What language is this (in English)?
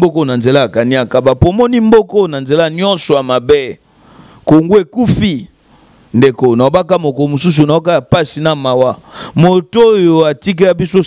Lingala